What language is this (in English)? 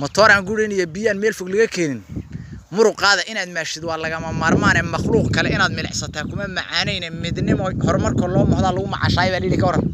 Somali